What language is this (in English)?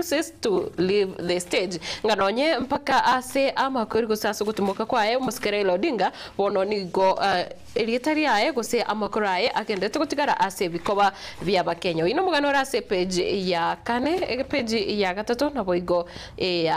Gusii